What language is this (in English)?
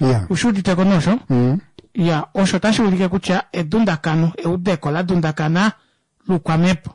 Kuanyama